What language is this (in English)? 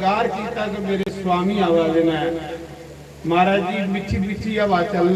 Dogri